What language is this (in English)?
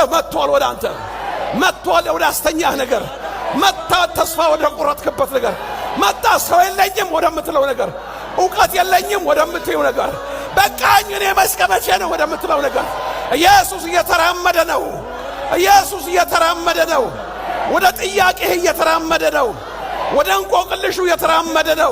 Amharic